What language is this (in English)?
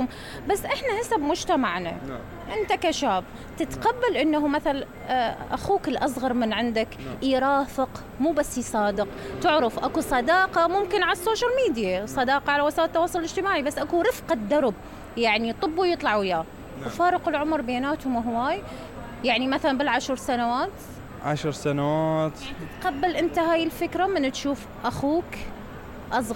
Mesopotamian Arabic